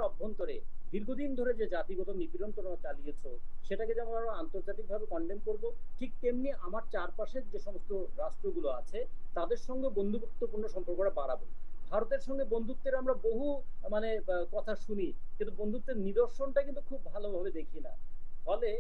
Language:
Bangla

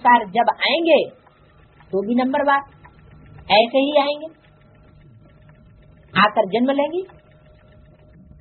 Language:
Hindi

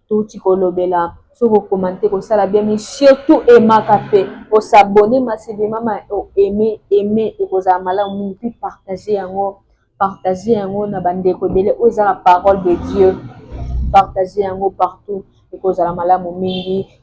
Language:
Lingala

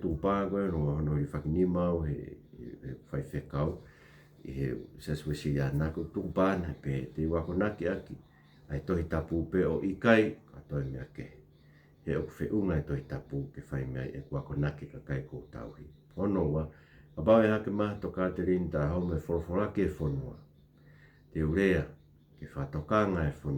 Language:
Tongan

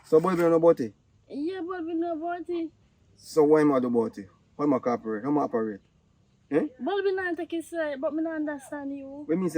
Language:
Jamaican Creole English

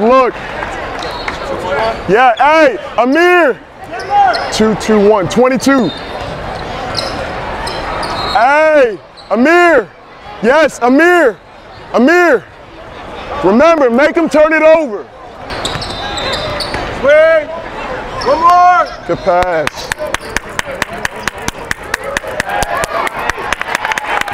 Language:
English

